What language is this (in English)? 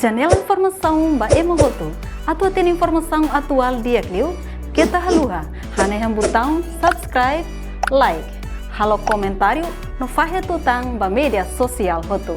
Tetum